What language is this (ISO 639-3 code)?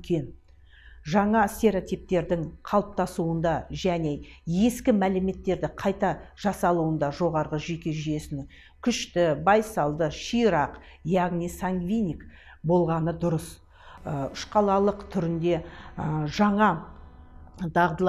kaz